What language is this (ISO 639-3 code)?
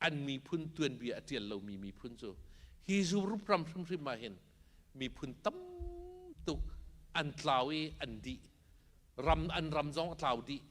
cnh